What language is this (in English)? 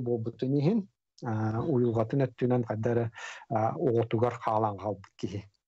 Yakut